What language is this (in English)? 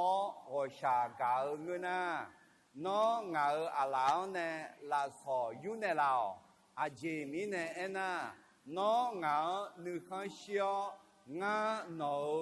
Akha